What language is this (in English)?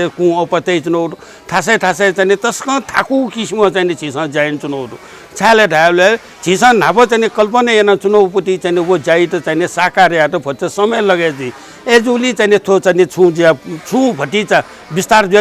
Newari